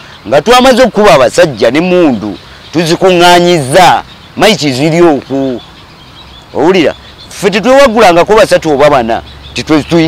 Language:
Ganda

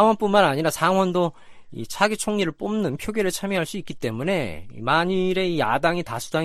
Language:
Korean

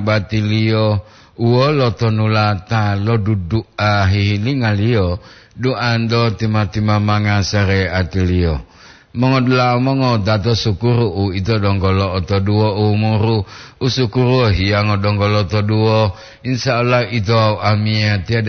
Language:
Gorontalo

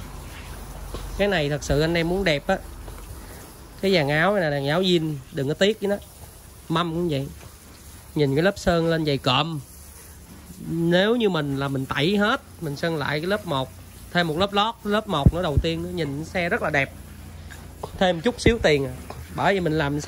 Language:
Vietnamese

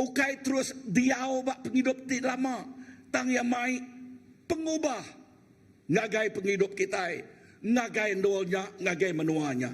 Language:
Iban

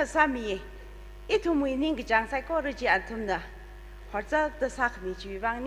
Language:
Tangkhul Naga (India)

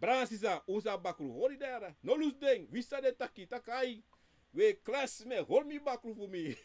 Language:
Sranan Tongo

